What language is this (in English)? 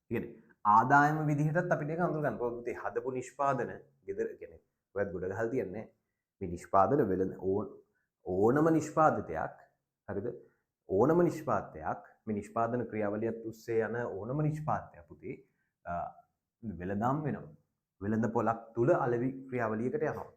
Sinhala